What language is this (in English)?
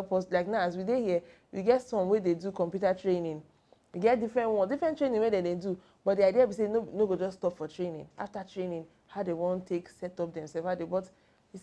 Nigerian Pidgin